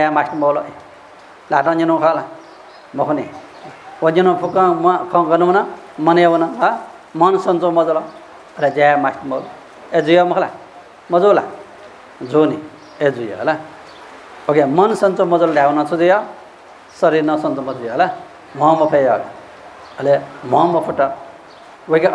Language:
Newari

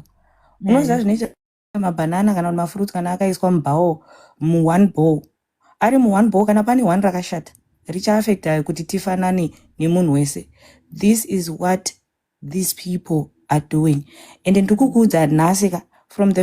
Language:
Shona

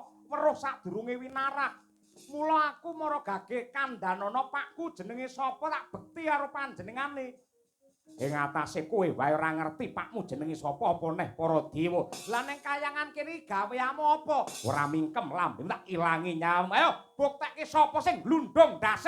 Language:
Javanese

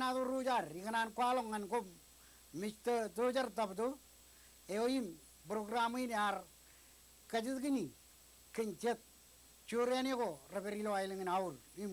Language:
Marshallese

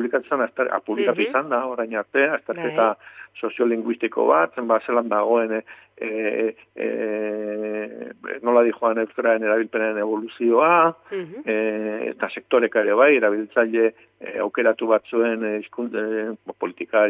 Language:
Basque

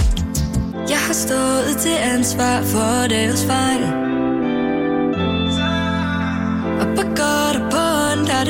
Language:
Danish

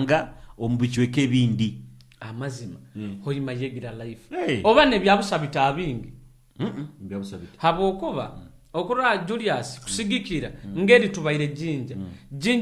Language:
Nyoro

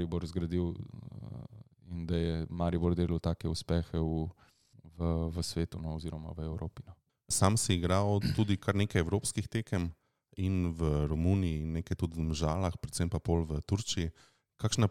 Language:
Slovenian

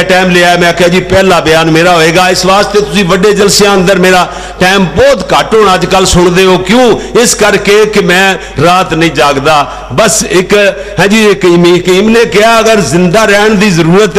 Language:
Western Panjabi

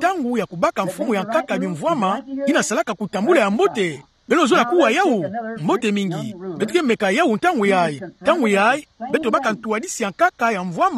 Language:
Kituba (Democratic Republic of Congo)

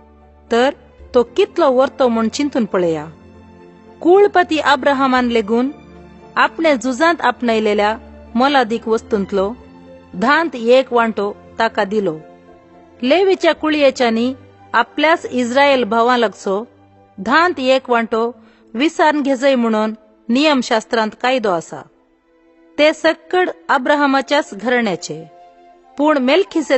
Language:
Konkani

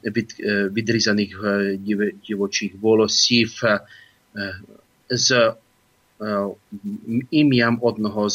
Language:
Ukrainian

